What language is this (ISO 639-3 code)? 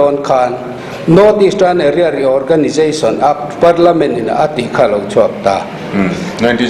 lus